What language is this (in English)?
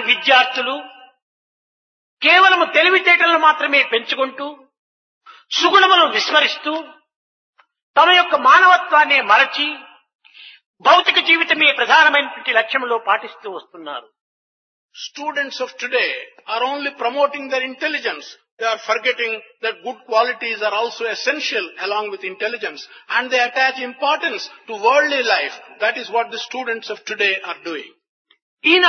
Telugu